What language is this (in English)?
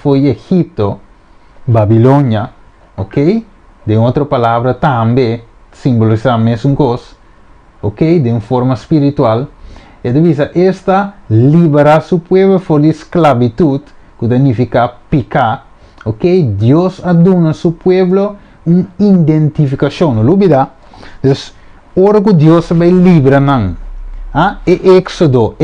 Papiamento